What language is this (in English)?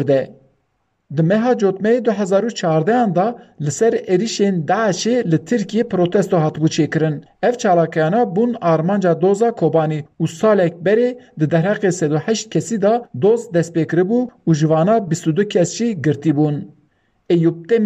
Kurdish